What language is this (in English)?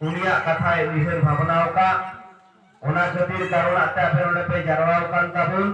Santali